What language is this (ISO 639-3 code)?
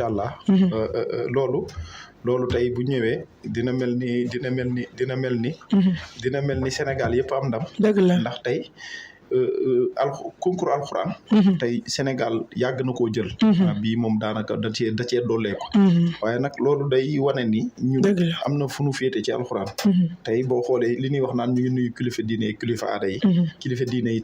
wol